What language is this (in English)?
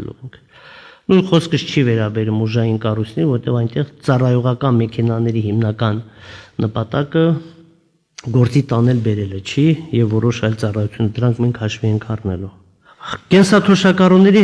Armenian